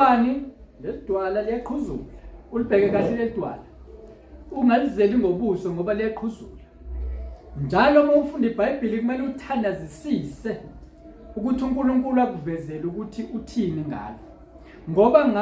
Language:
Zulu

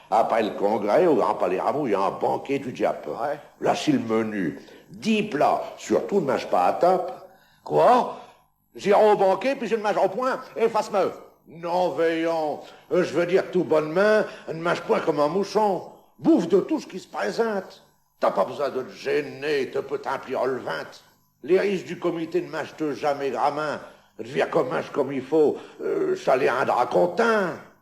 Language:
Picard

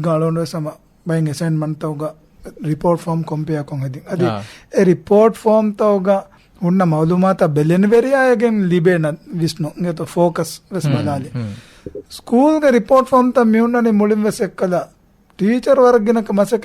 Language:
Divehi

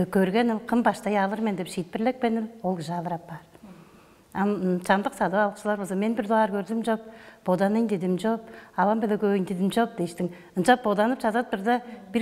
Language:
Tuvinian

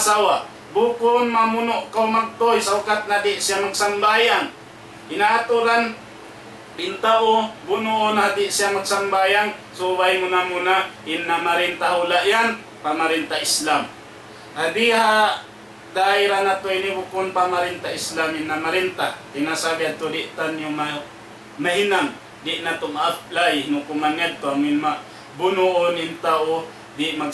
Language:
Tausug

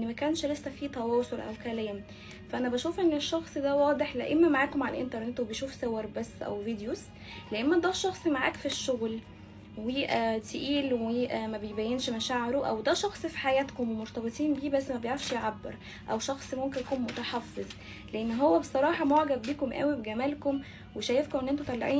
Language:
Egyptian Arabic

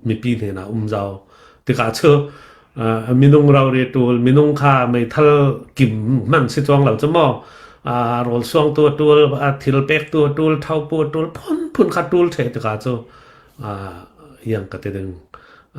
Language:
Falam Chin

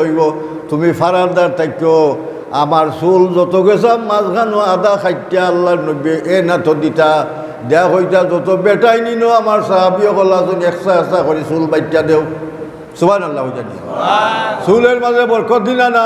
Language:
Sylheti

